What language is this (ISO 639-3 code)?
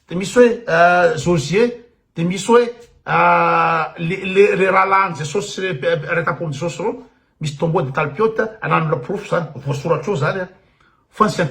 mlg